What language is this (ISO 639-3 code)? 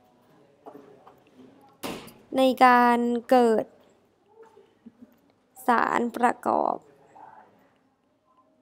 tha